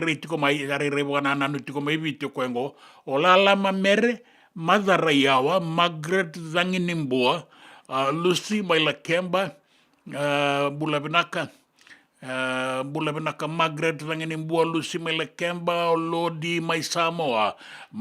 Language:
Fijian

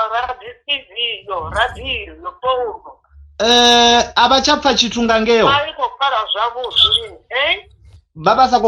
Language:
Venda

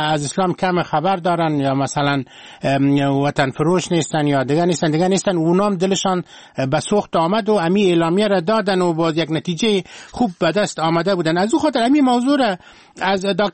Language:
Persian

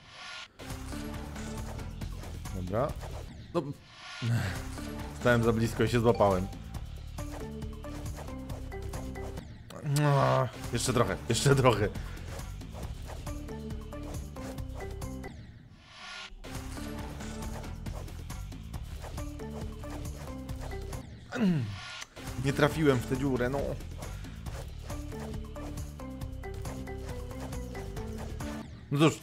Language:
Polish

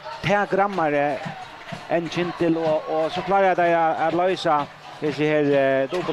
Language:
Faroese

